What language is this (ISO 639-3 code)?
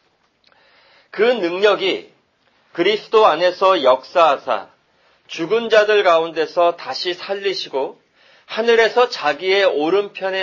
kor